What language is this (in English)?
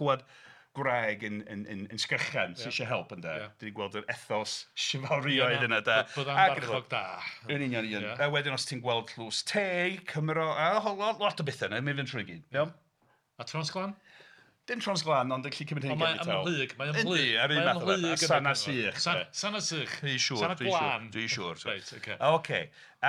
Welsh